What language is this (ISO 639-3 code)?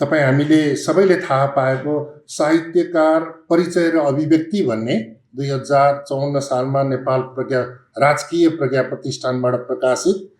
nep